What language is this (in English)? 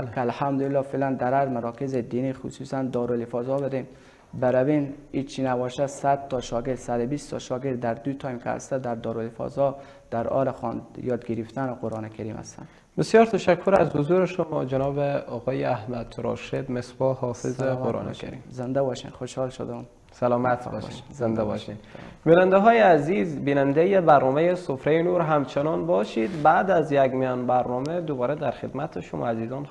Persian